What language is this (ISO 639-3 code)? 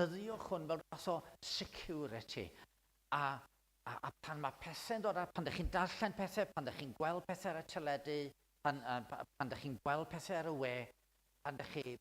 cym